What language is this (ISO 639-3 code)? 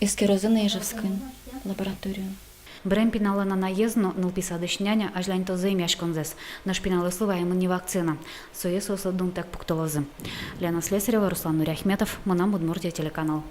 udm